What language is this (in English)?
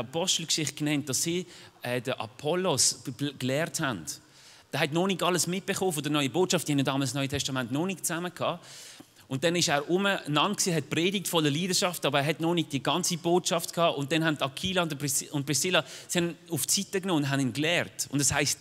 Swiss German